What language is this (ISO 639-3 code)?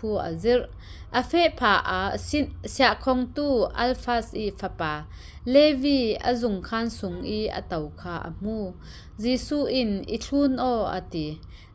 cfm